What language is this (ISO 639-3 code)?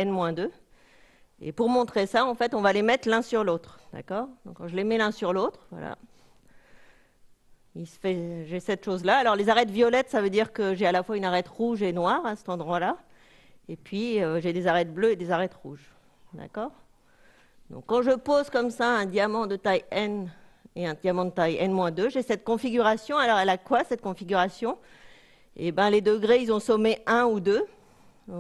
fra